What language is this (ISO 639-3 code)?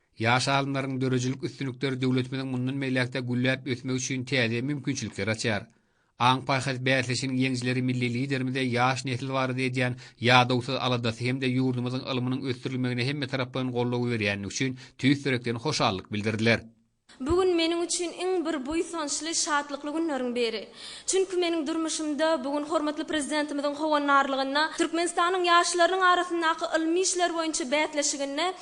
tuk